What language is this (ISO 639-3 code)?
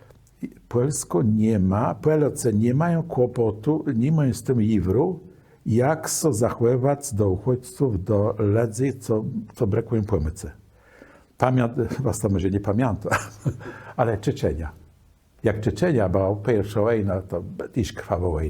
csb